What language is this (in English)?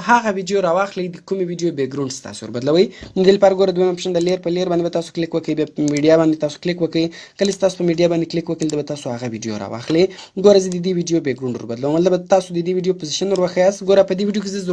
Pashto